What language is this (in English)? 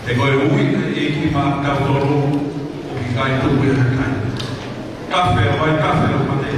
Tongan